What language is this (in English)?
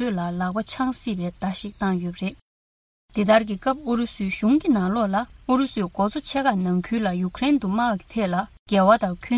Tibetan